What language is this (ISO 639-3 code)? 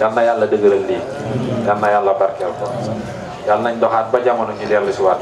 wol